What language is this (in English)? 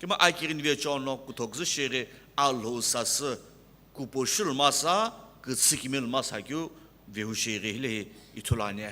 Sumi Naga